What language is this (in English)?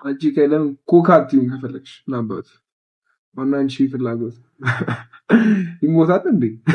Amharic